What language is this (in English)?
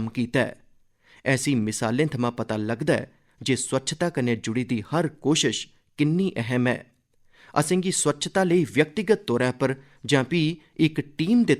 Dogri